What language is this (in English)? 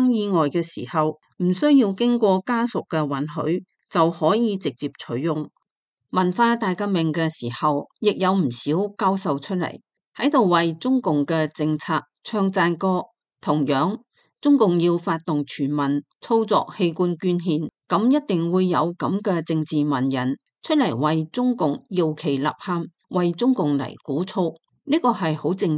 Cantonese